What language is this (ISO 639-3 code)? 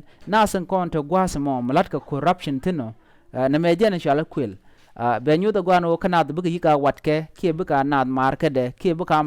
nus